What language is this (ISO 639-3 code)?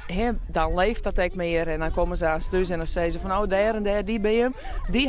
fry